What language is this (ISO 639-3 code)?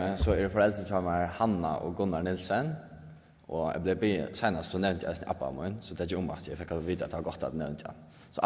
fao